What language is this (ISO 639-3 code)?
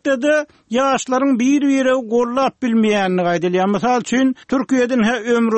tuk